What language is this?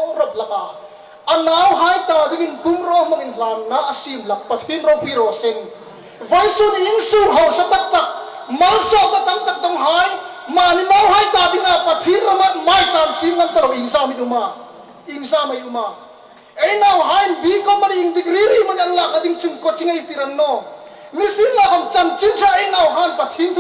Hmar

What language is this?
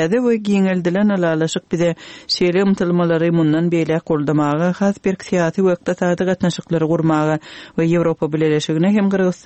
Turkmen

